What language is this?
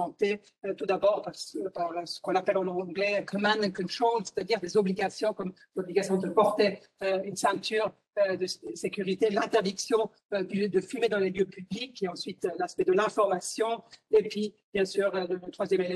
French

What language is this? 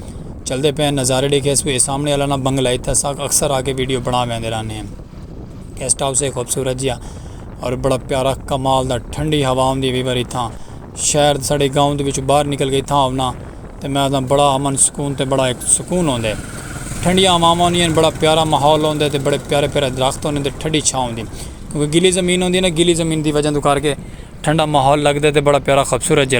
Saraiki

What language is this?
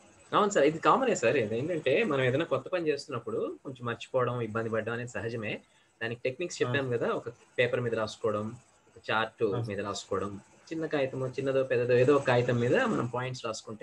Telugu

